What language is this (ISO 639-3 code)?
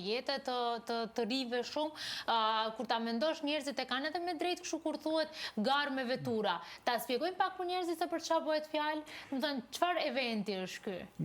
sqi